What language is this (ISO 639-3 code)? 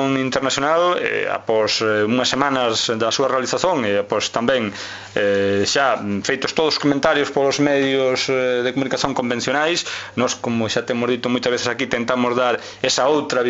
glg